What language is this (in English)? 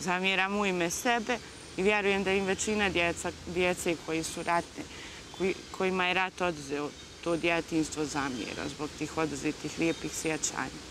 Bosnian